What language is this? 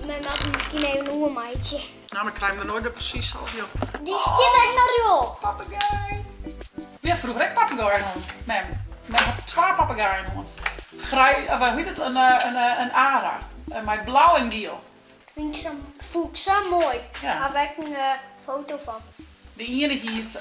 Western Frisian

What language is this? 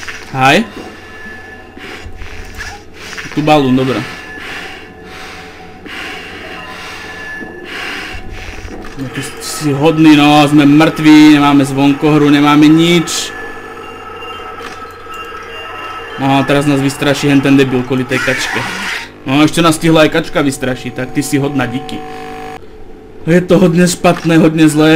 Slovak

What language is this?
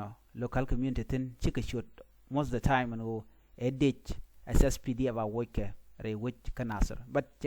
Nuer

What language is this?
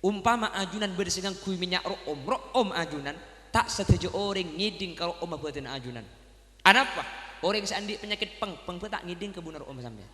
Madurese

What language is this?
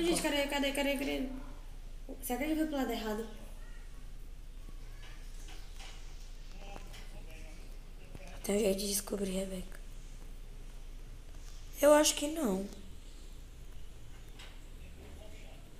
Portuguese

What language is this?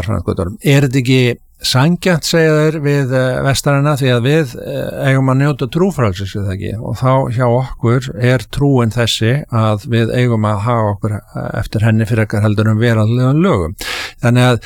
Icelandic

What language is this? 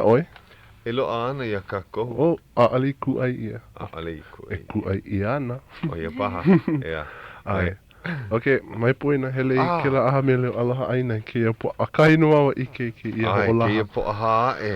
Hawaiian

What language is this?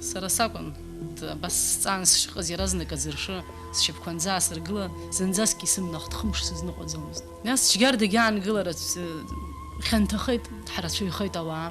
Abkhazian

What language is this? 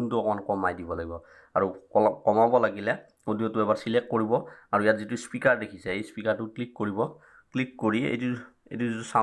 Assamese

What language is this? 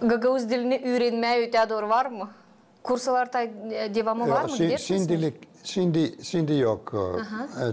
Gagauz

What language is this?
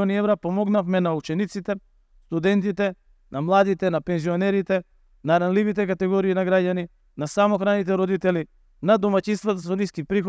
Macedonian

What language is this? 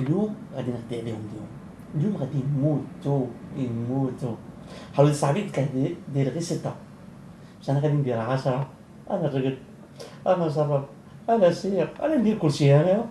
Algerian Arabic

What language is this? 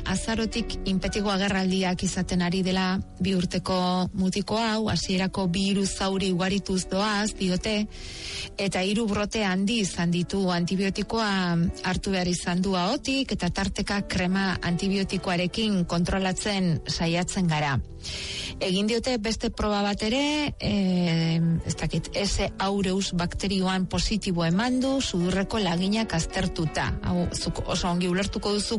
Basque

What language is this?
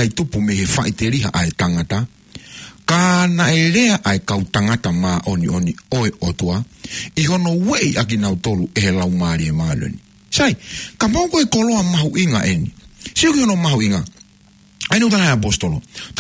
Tongan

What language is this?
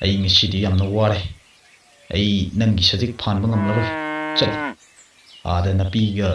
Manipuri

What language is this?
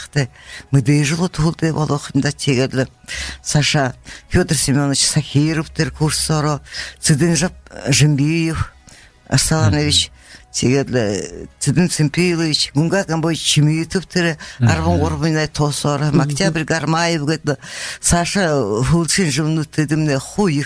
Buriat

